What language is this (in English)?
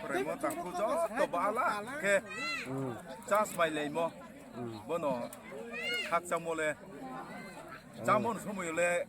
Riang (India)